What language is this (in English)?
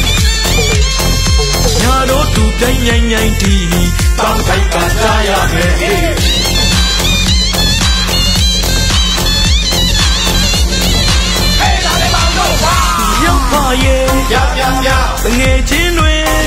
Burmese